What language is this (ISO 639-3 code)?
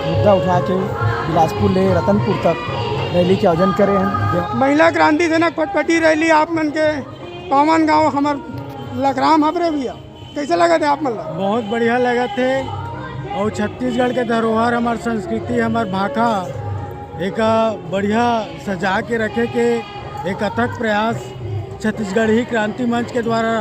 hne